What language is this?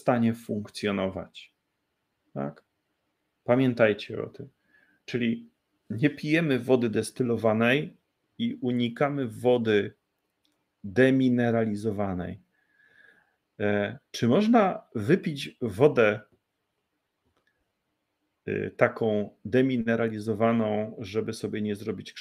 Polish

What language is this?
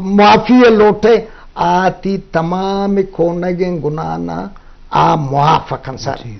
Eastern Balochi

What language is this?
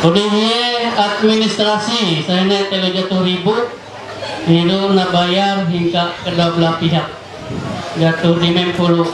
Ma'anyan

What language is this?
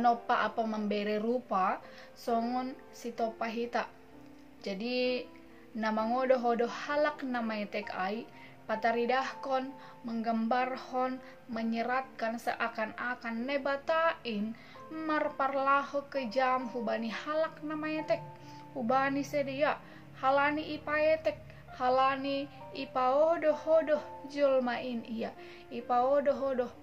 Batak Simalungun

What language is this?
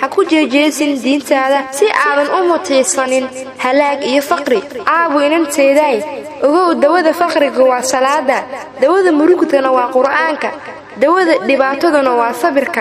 Somali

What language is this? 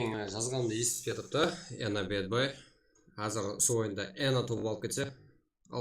Kara-Kalpak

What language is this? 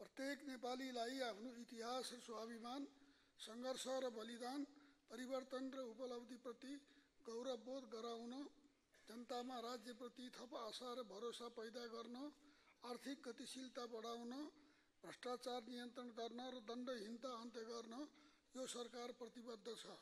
Nepali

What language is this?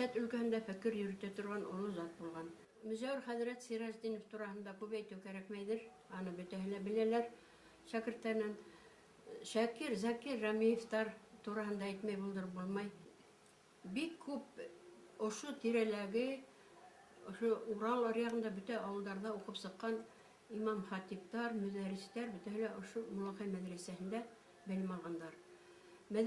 Bashkir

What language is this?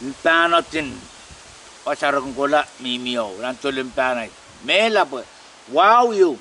Pohnpeian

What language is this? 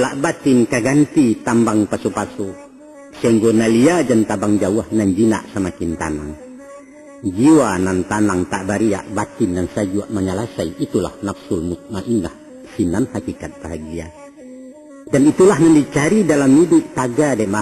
Minangkabau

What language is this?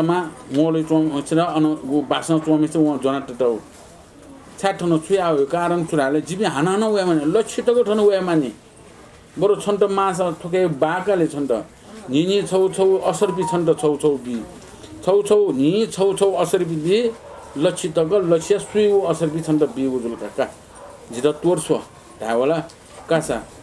Newari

